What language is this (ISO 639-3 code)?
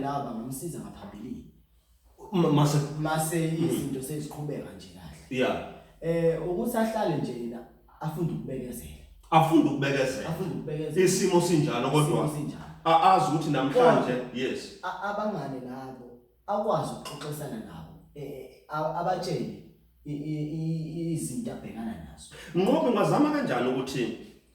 zul